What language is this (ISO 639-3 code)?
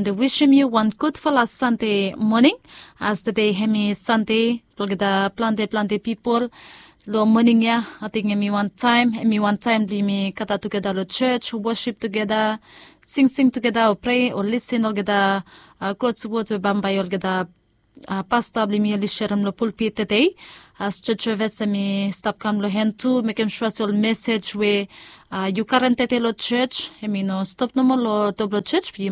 bis